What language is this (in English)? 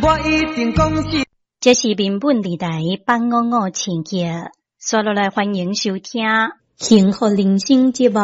Min Nan Chinese